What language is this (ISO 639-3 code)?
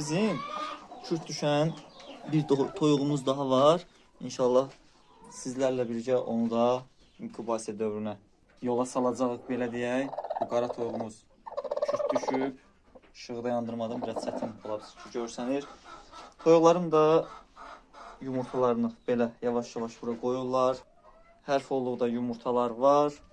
aze